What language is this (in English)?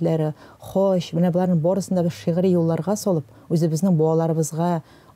Tatar